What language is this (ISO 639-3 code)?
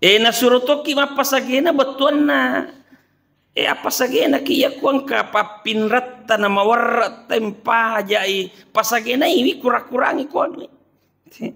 bug